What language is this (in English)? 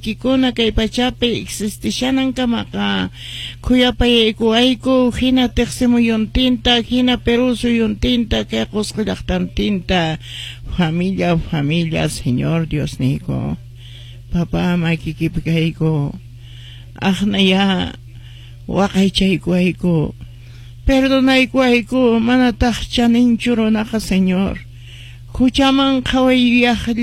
Quechua